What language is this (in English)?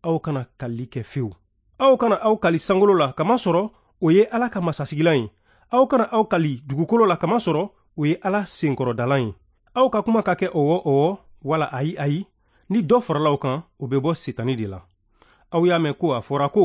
Bambara